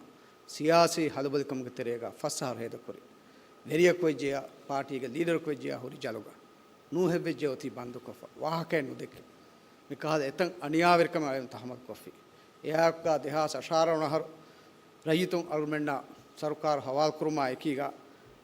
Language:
Divehi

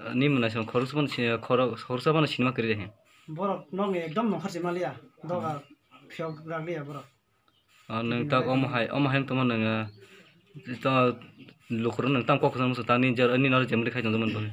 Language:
Kok Borok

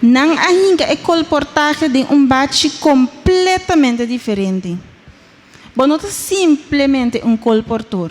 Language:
Papiamento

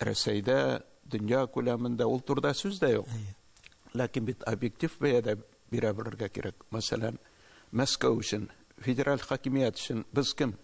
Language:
Tatar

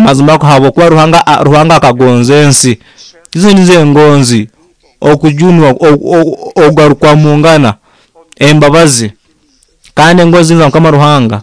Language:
Nyoro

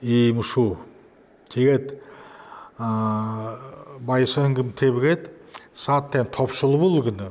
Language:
Buriat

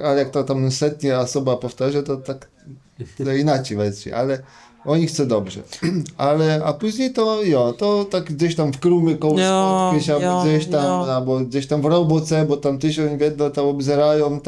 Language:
Kashubian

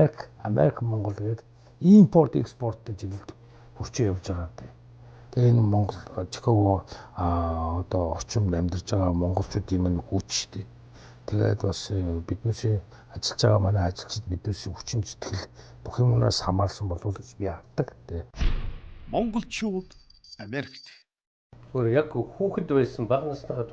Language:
Mongolian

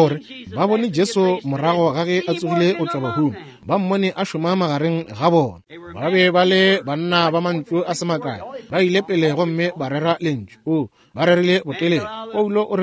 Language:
Northern Sotho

